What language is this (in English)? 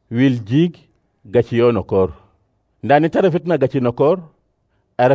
Serer